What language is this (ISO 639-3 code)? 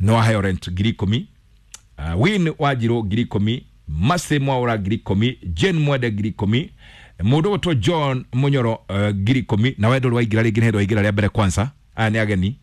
kik